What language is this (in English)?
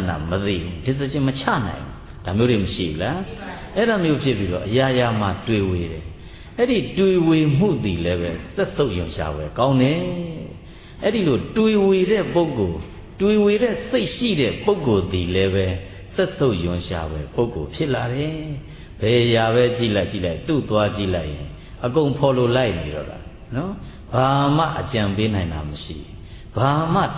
Burmese